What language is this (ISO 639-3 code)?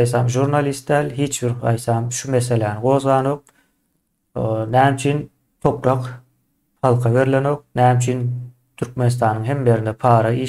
tuk